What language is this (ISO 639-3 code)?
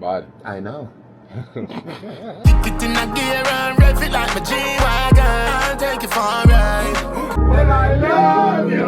jam